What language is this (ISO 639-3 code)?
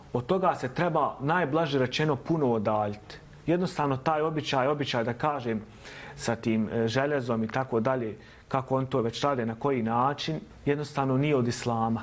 bos